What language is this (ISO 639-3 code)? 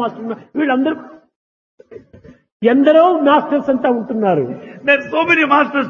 tel